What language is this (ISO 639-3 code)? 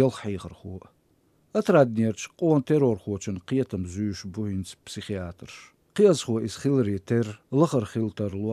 che